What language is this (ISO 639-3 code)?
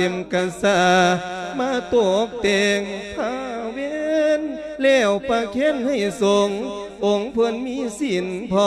lao